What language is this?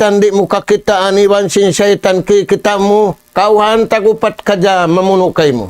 Tausug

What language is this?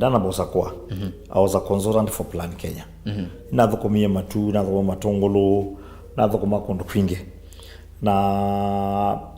Kamba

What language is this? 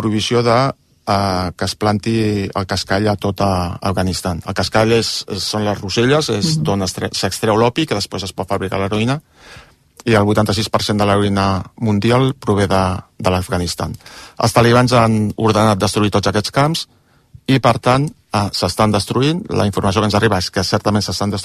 Catalan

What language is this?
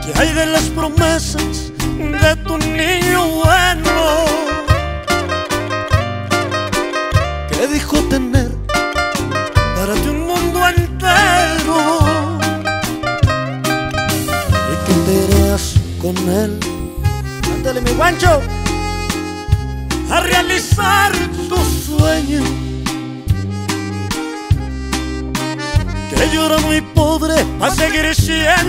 Spanish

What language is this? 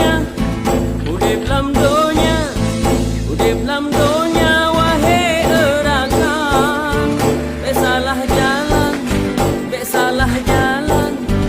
Achinese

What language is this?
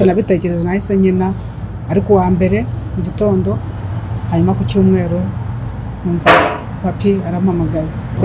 Kinyarwanda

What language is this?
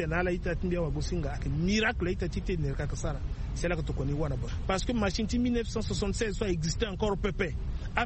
Sango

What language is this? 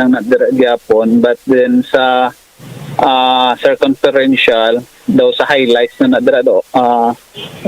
Hiligaynon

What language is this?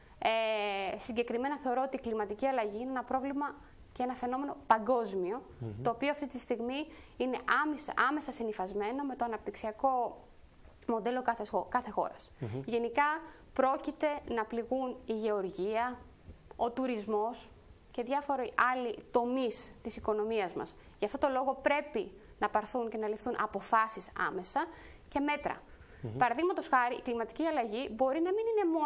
Greek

